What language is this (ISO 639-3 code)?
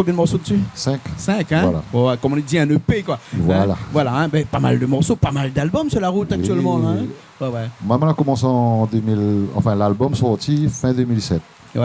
rcf